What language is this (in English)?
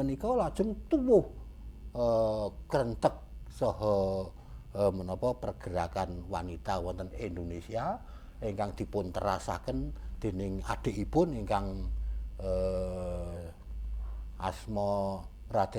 Javanese